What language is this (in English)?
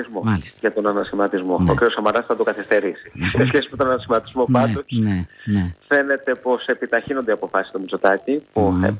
Greek